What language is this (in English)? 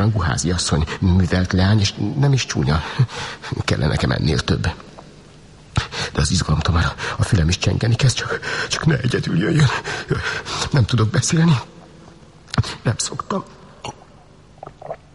Hungarian